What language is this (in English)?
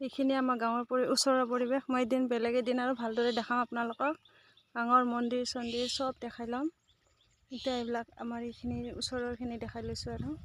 Assamese